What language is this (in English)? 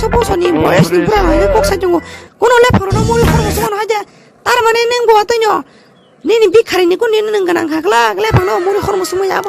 Kok Borok